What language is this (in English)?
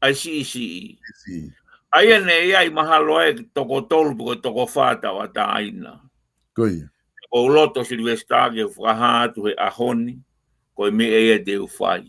Tongan